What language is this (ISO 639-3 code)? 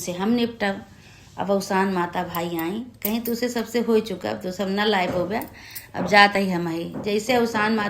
awa